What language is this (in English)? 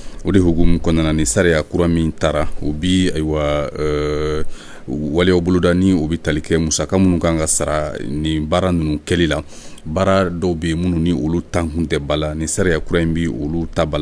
Bambara